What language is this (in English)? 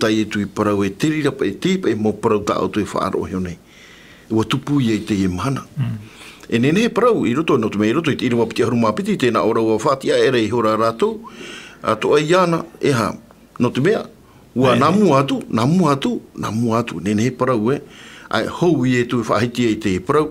Tahitian